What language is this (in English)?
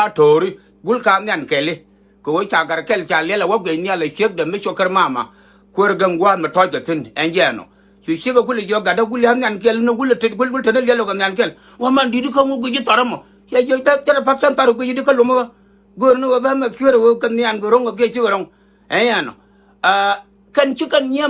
Nuer